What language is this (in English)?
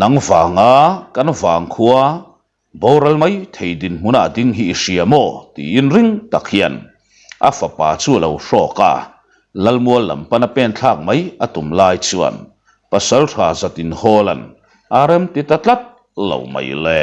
Mizo